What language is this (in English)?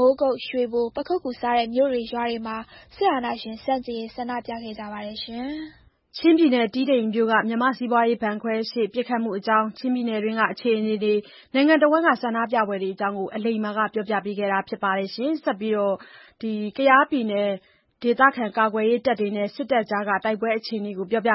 Burmese